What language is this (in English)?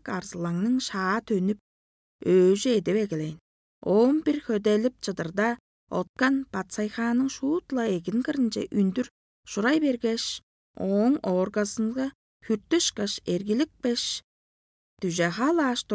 Tuvinian